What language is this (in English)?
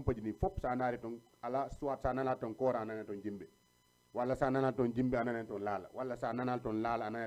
Fula